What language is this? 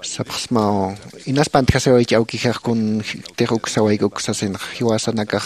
Aymara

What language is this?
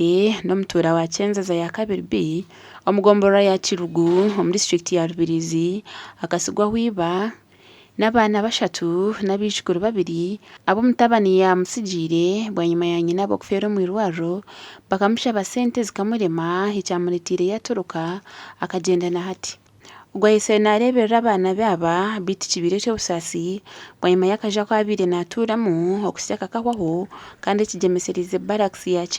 Nyankole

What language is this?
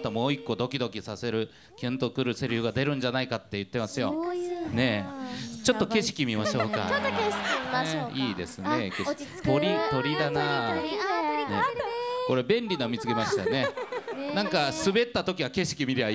Japanese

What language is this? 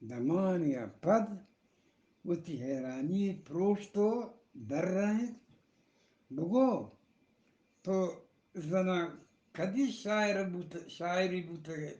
Eastern Balochi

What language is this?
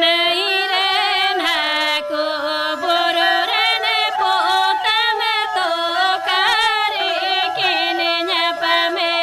Santali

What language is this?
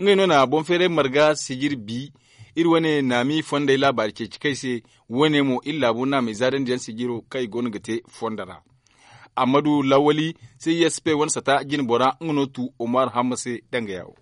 Zarma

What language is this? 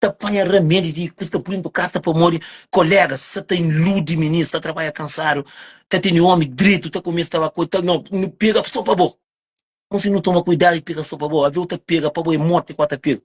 Kabuverdianu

